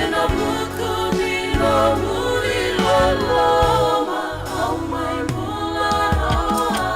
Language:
Fijian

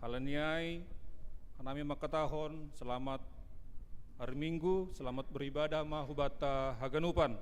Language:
Batak Simalungun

